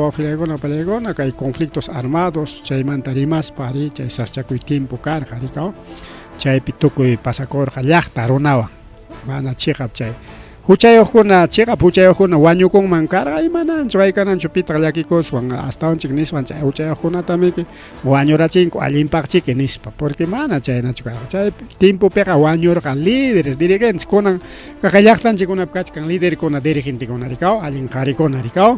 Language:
Ayacucho Quechua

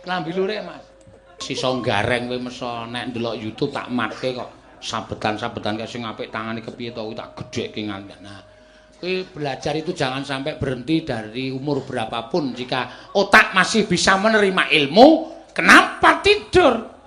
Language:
Javanese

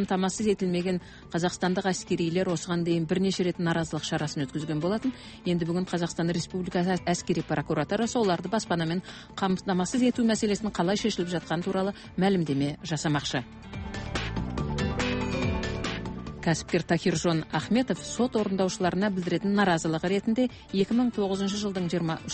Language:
Kazakh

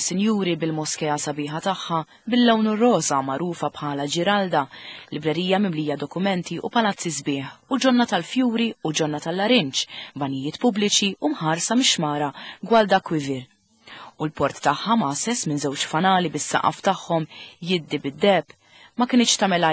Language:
Maltese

